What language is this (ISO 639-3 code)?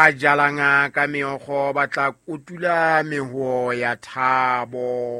sot